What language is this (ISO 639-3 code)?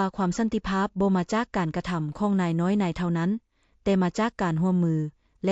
lao